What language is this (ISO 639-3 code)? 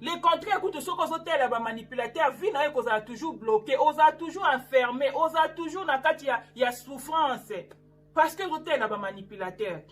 lin